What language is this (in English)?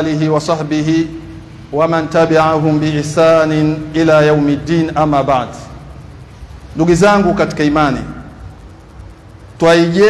Swahili